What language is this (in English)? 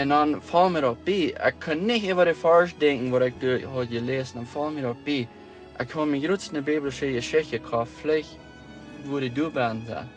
Plautdietsch